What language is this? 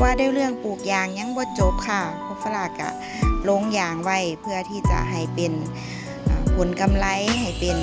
Northeastern Thai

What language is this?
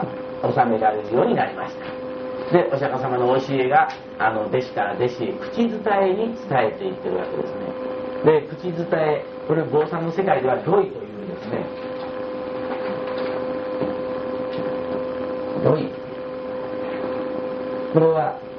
Japanese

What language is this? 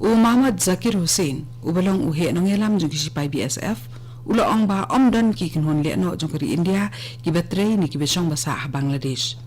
Khasi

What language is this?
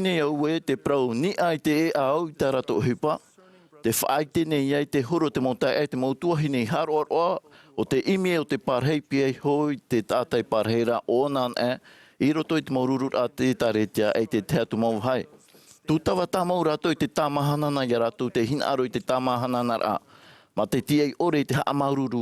Tahitian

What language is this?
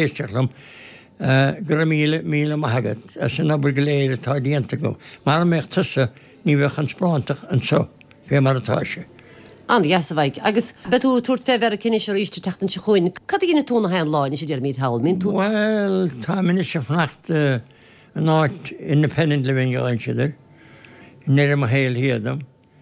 Irish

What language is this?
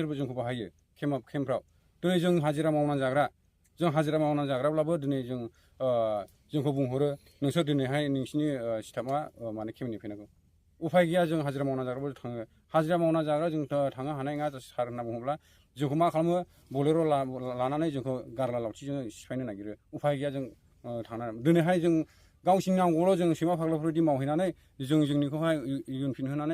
Bodo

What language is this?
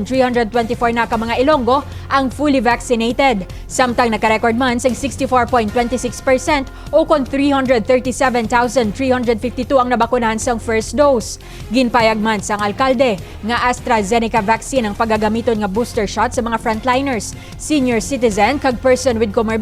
Hiligaynon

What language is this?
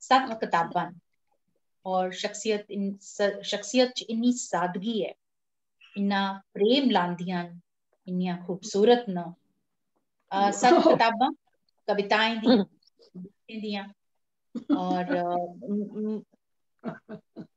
Dogri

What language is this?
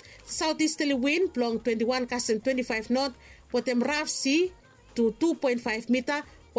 Bislama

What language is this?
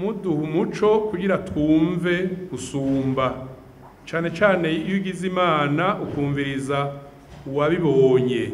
Rundi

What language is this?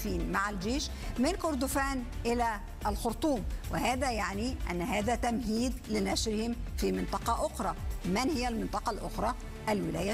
Arabic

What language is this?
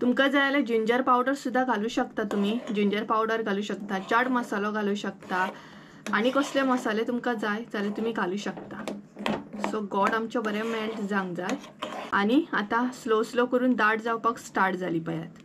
Konkani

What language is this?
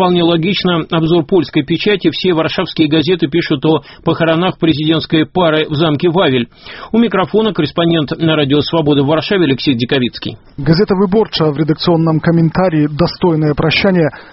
Russian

